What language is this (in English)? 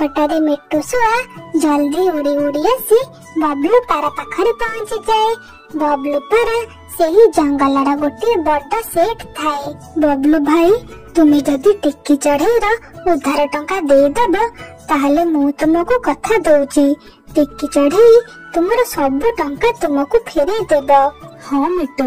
Odia